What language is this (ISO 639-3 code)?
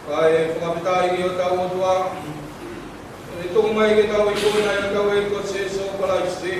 ton